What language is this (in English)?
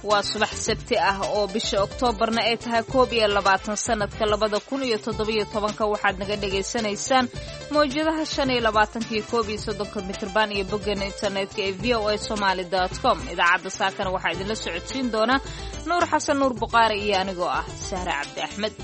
Somali